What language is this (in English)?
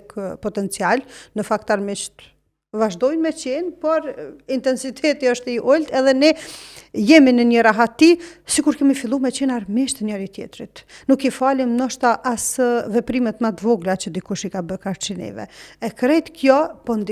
Albanian